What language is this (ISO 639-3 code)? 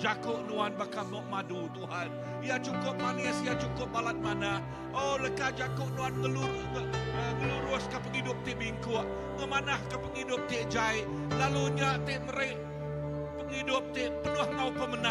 iba